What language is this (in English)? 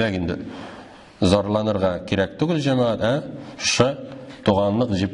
Tatar